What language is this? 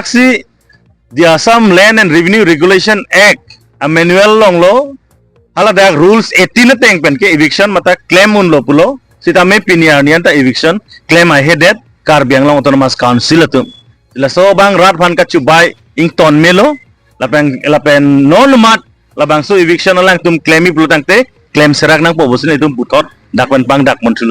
Karbi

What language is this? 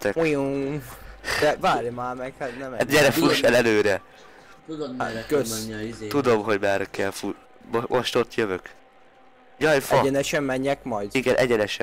Hungarian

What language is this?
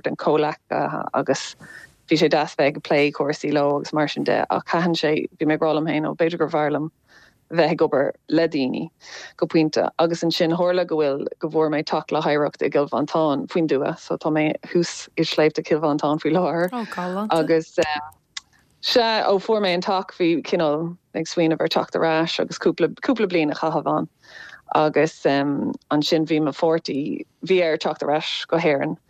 Irish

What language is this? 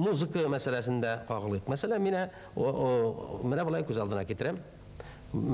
Tatar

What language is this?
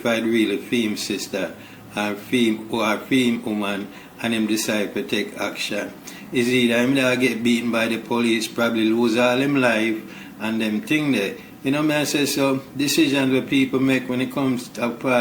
Jamaican Creole English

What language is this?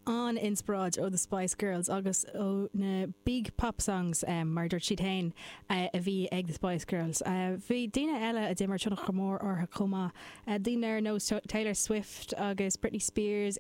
Irish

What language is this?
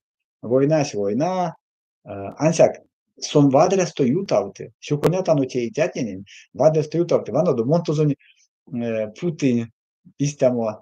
Erzya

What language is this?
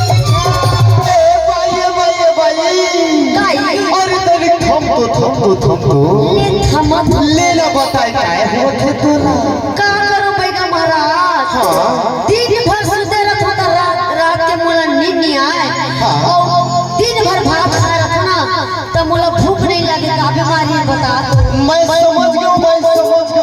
Chhattisgarhi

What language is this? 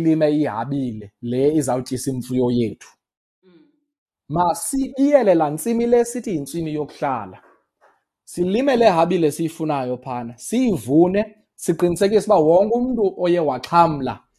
Xhosa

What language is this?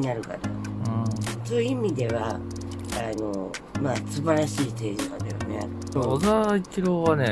Japanese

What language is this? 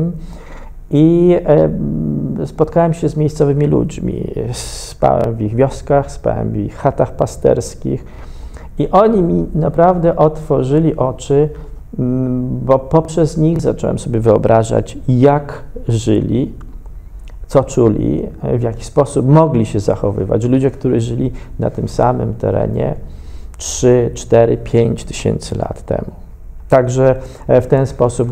Polish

